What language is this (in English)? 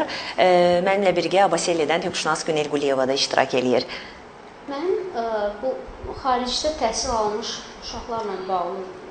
Azerbaijani